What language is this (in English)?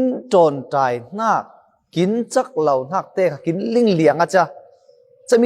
Falam Chin